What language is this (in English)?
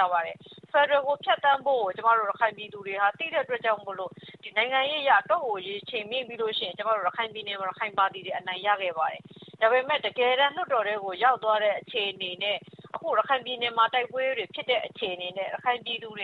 Burmese